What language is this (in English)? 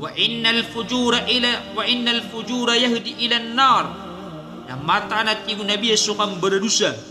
Maranao